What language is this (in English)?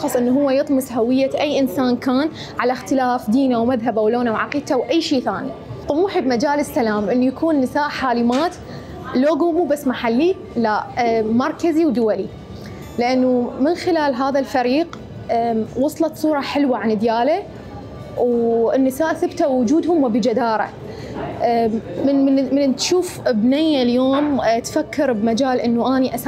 Mesopotamian Arabic